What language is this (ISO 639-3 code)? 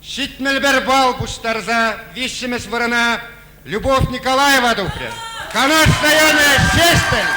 chv